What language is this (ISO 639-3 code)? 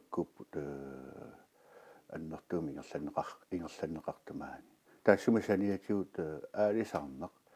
kal